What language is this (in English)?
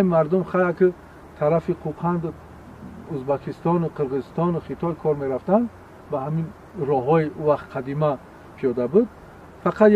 Tajik